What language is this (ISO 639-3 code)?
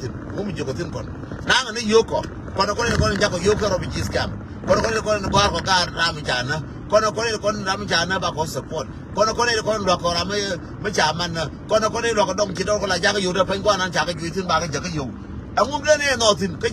nus